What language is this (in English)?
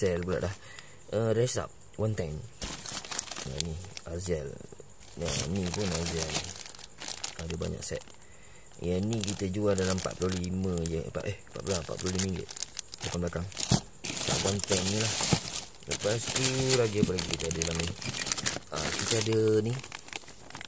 Malay